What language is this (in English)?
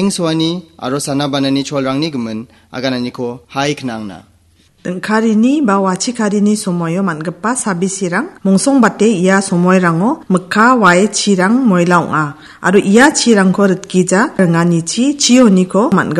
Garo